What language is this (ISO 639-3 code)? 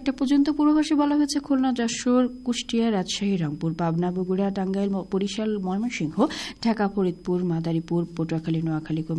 ben